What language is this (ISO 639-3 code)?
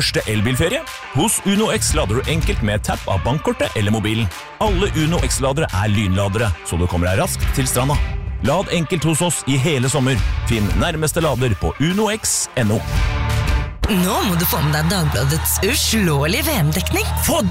nor